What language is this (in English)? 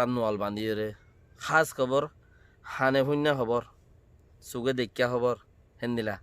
Rohingya